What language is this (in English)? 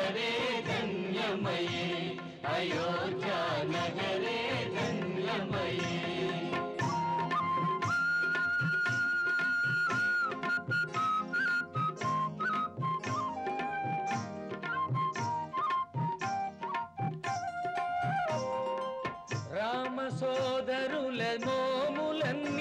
Telugu